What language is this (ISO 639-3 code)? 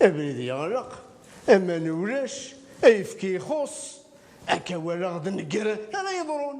kab